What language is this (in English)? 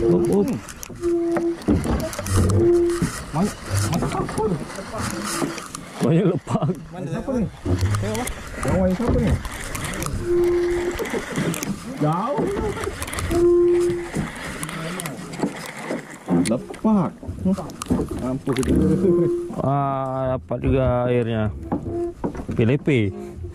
Malay